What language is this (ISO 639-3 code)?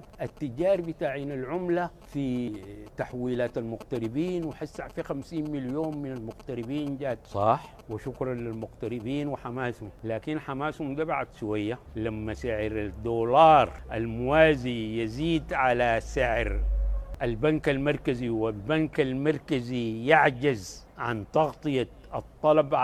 apd